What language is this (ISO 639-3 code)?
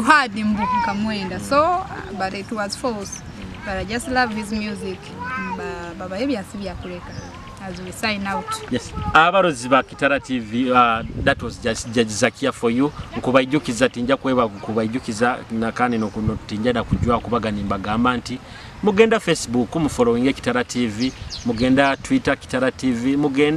nyo